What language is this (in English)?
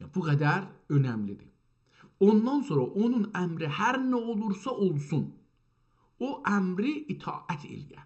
South Azerbaijani